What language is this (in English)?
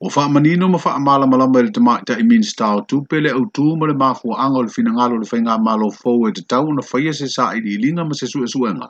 Samoan